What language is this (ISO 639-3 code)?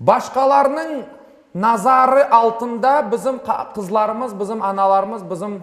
crh